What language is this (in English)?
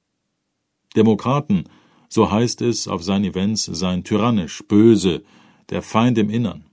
German